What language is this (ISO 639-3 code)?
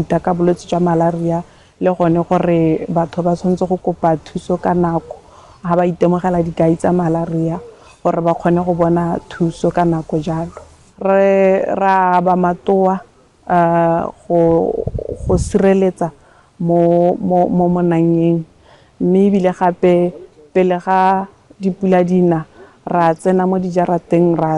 tsn